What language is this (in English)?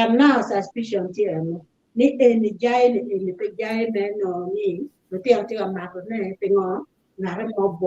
Acoli